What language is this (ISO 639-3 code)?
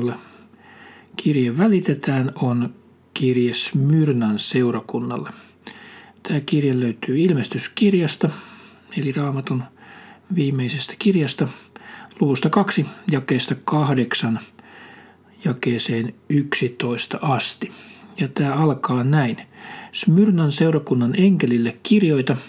fin